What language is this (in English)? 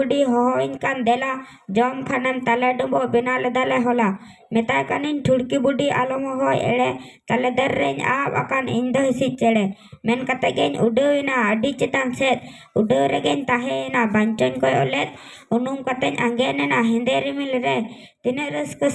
Santali